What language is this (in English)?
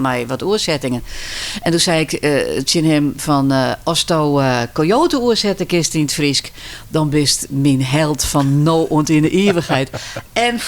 Western Frisian